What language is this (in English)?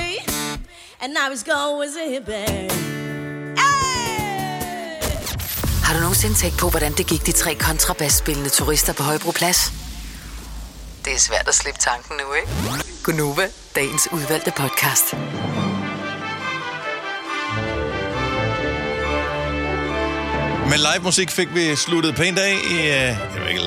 Danish